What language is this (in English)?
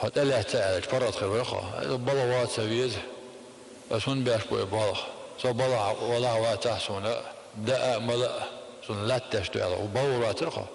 Chechen